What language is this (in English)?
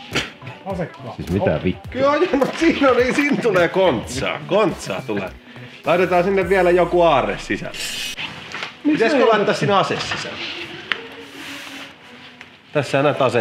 Finnish